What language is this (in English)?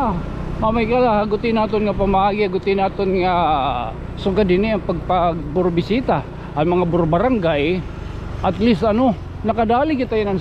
Waray